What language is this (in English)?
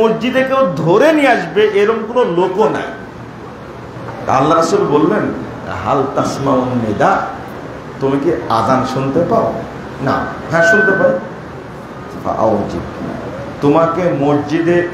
Bangla